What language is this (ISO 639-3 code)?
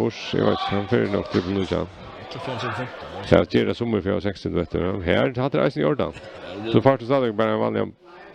fao